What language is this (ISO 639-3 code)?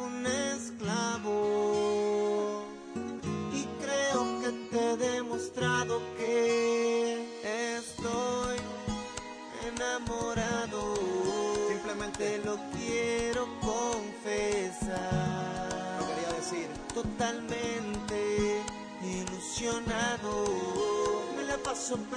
spa